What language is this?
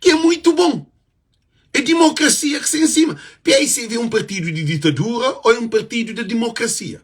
Kabuverdianu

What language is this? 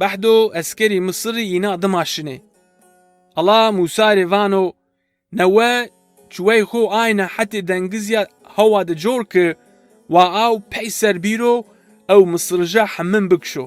Zaza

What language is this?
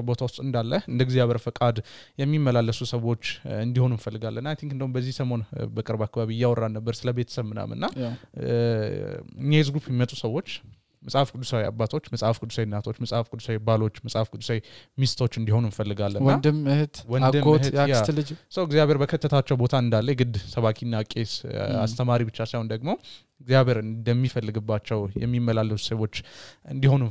Amharic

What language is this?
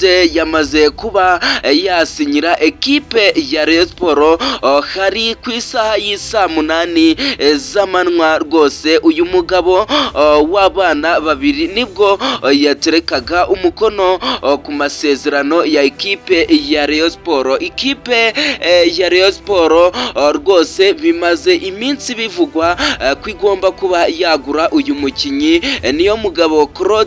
Kinyarwanda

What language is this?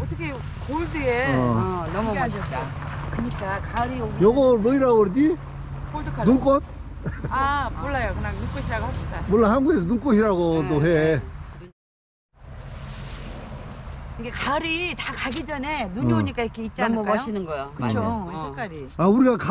Korean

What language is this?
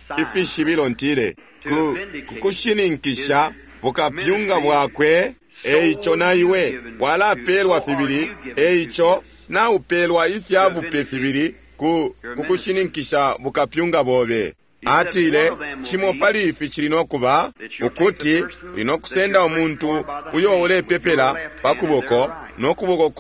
Bemba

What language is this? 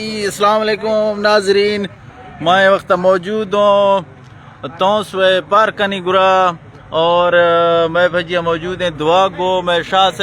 Eastern Balochi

